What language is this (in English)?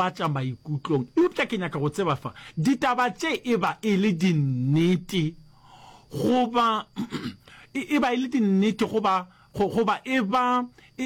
Northern Sotho